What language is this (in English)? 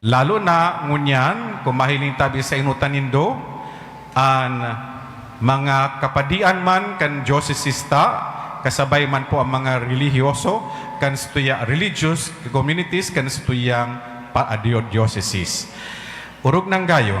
Bikol